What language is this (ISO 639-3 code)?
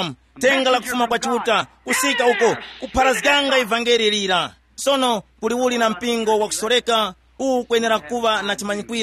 tum